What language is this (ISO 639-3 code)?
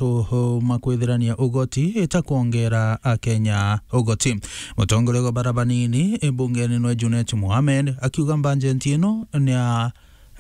mer